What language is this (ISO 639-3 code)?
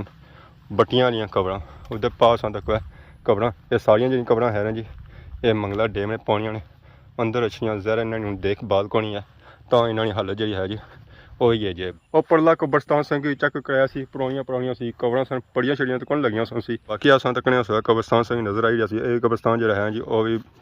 phr